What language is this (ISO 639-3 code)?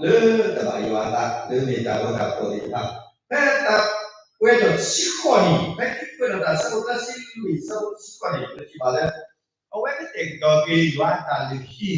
ksw